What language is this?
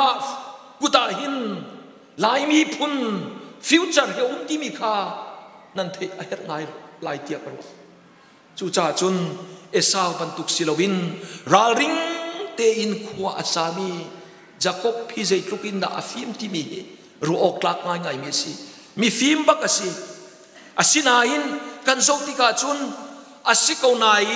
Hakha Chin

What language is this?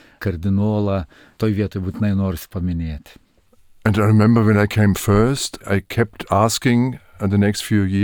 Lithuanian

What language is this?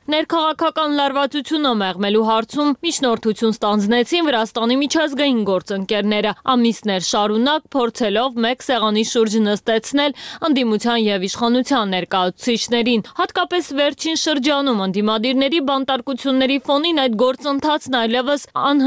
Armenian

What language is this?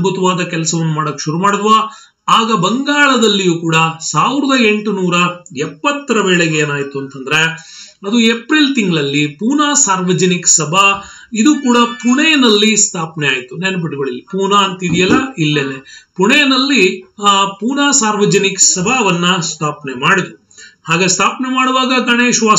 Kannada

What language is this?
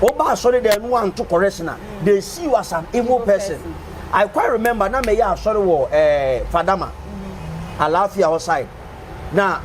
Akan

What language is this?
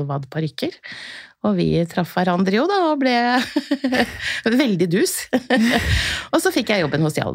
Norwegian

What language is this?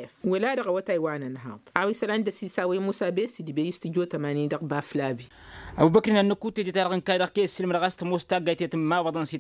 Tamasheq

